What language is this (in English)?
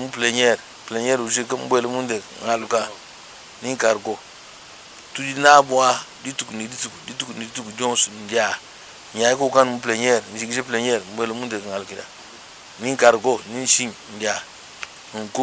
Luba-Lulua